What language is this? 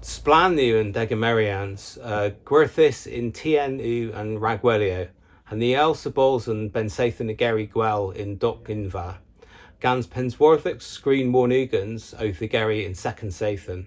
Cornish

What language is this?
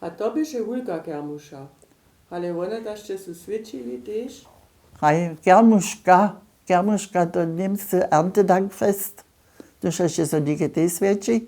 Upper Sorbian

